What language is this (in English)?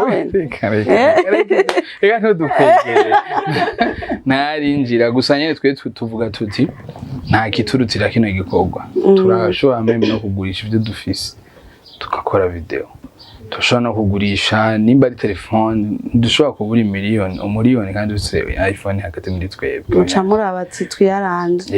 Rundi